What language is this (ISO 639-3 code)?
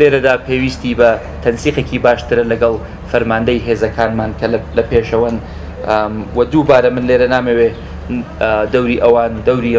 ckb